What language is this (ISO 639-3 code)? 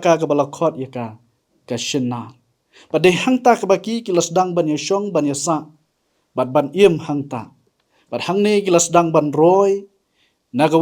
kha